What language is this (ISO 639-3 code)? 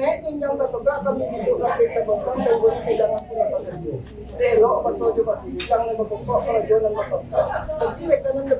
min